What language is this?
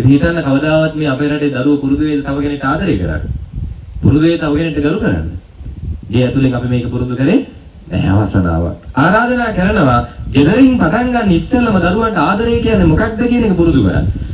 Sinhala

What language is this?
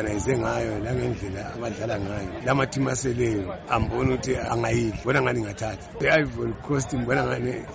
North Ndebele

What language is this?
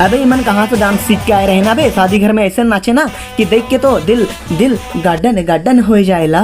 Sadri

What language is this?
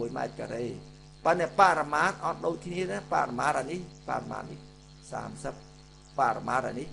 Khmer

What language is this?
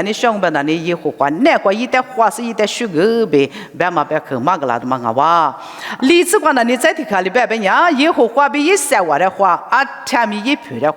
Lisu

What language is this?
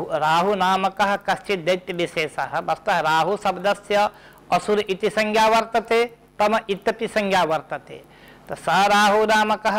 Sanskrit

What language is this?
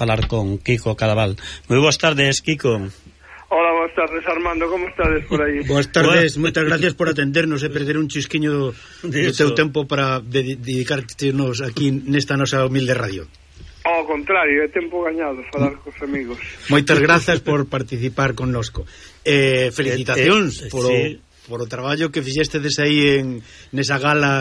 Galician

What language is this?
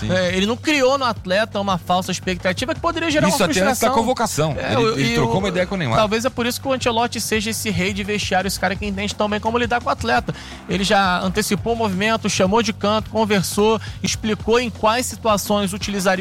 Portuguese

